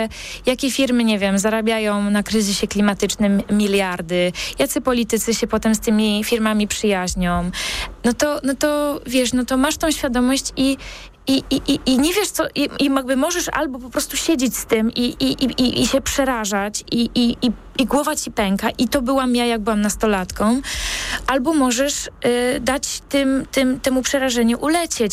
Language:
Polish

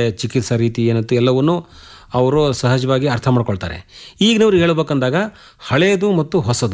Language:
Kannada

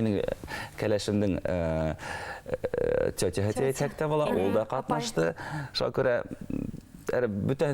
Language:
Bashkir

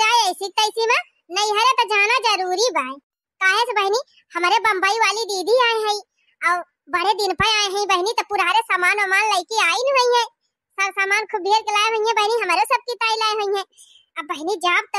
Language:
Awadhi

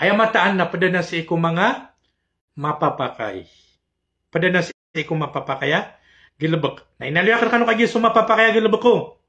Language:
Maranao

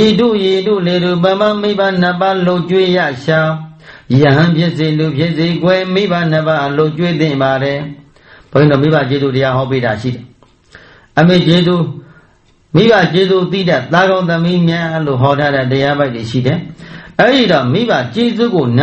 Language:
Burmese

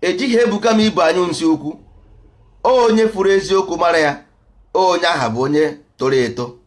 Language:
Igbo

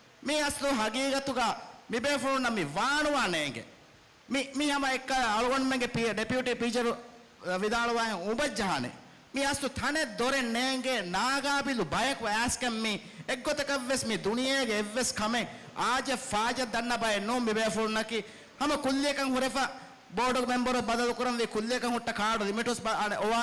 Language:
Divehi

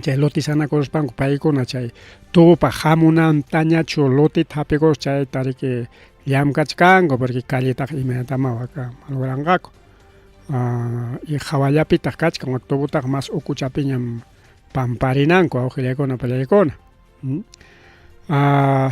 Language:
Ayacucho Quechua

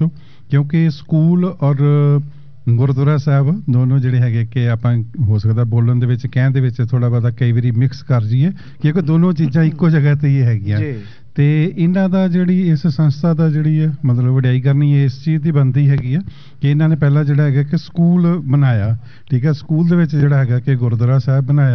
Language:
Punjabi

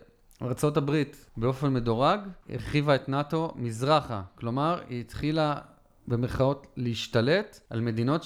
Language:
Hebrew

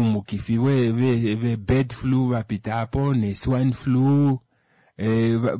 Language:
Kuanyama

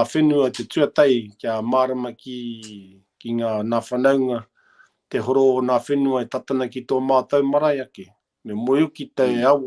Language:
Māori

